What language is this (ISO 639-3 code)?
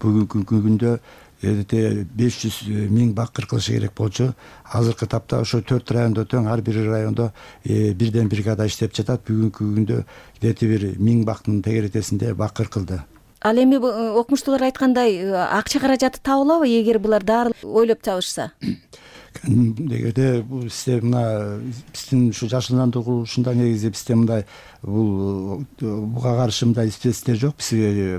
kir